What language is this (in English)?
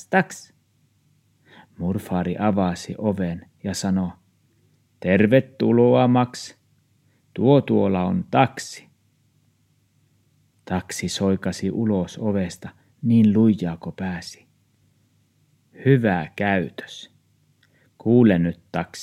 Finnish